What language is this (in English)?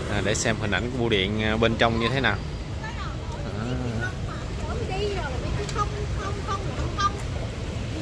Vietnamese